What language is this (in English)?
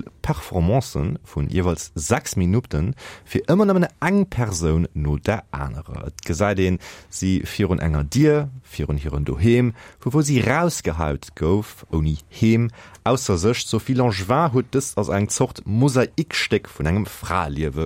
Luxembourgish